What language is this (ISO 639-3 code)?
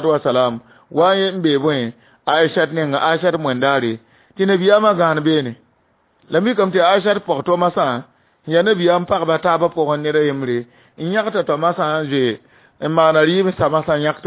mos